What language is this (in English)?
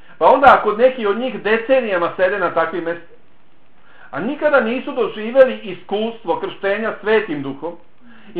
Bosnian